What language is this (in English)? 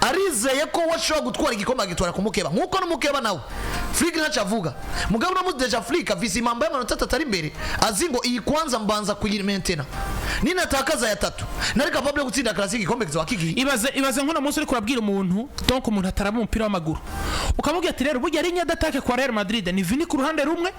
Rundi